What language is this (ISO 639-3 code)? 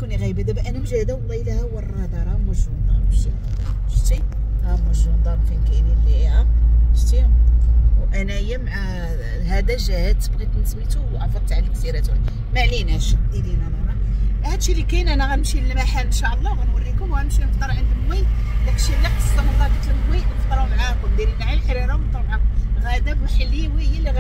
ary